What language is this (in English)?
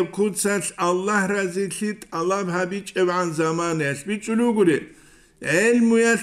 Avaric